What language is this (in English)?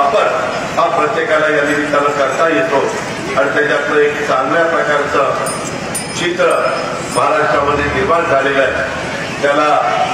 Marathi